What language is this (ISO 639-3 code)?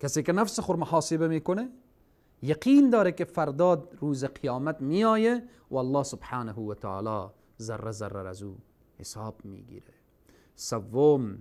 fas